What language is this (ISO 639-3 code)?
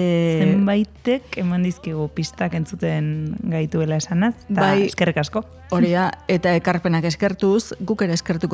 eus